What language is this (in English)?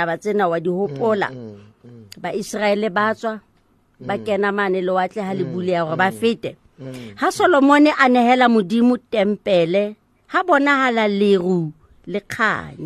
Southern Sotho